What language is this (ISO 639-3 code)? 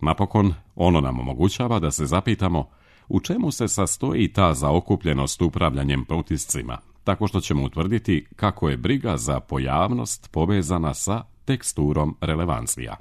srp